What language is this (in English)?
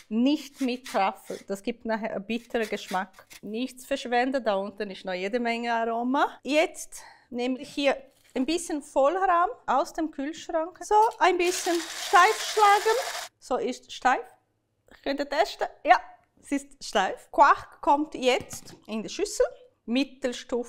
Swiss German